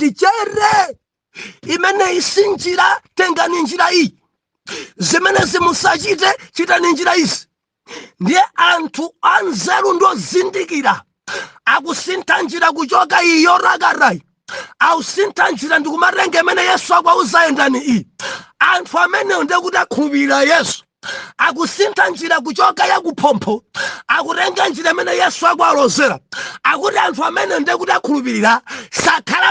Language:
Nyanja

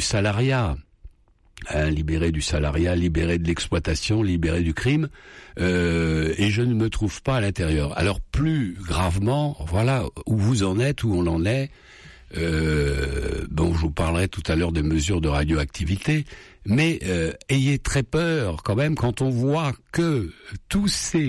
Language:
French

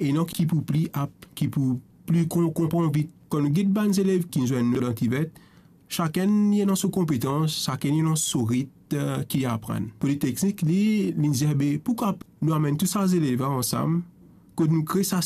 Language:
Morisyen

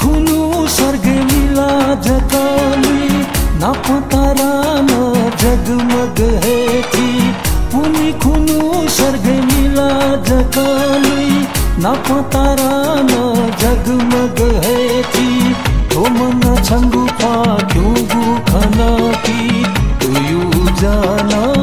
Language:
Newari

